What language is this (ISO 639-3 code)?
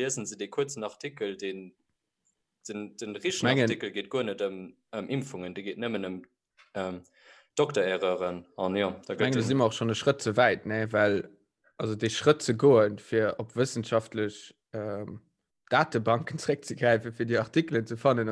ltz